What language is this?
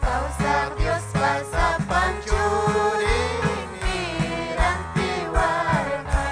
Ayacucho Quechua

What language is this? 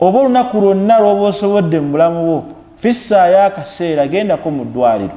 Ganda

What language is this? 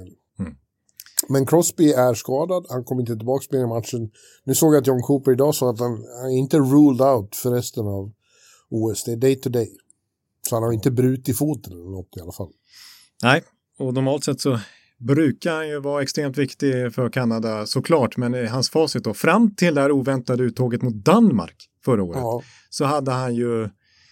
Swedish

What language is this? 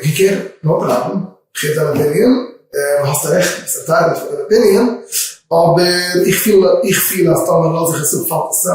Yiddish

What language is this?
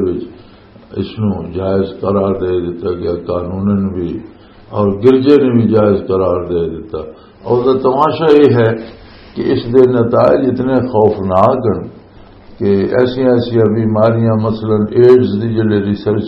Western Panjabi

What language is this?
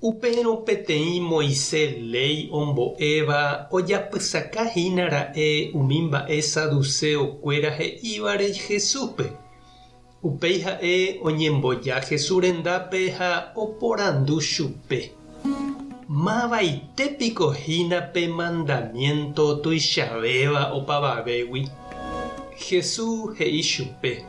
Guarani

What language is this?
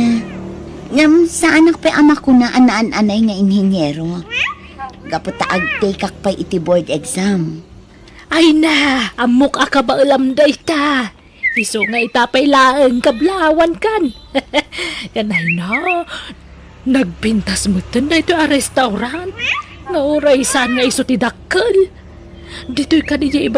Iloko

